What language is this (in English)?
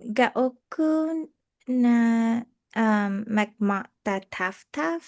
Chamorro